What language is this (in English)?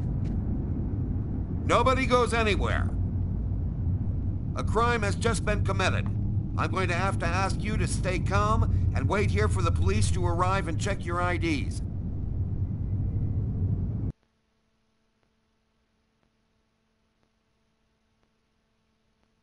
English